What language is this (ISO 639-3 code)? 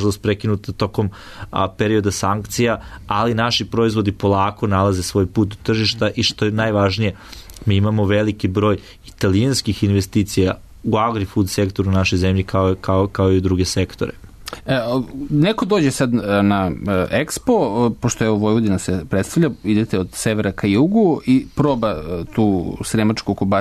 srp